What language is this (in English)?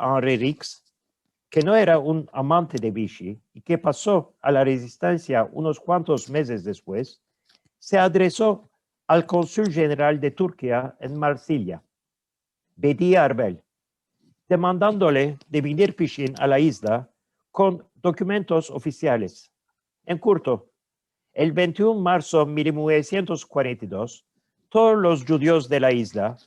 Ladino